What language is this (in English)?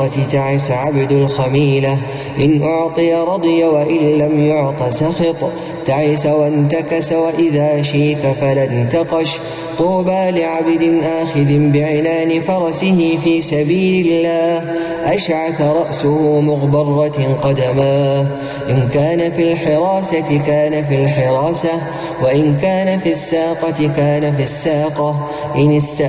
Arabic